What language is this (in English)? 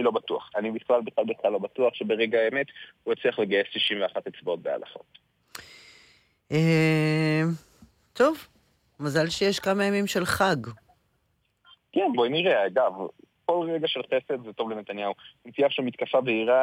Hebrew